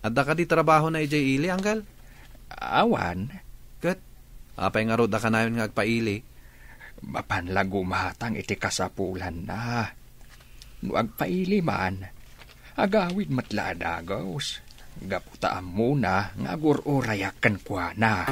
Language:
Iloko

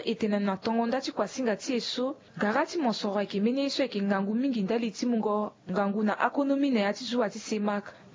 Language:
Sango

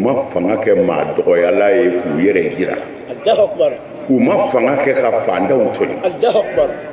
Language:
Bambara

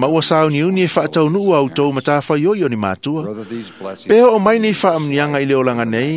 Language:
Samoan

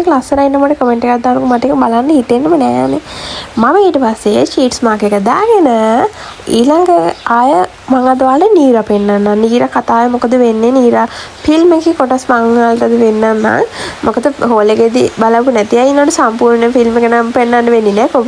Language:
Sinhala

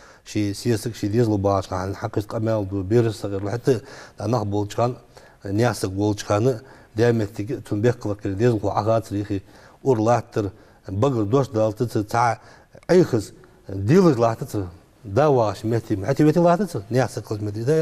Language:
Ingush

